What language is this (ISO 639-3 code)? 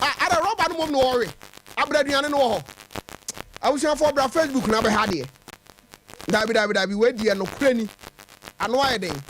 aka